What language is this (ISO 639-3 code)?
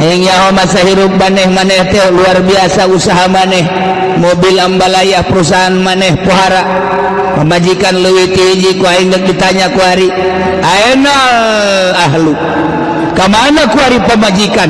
sun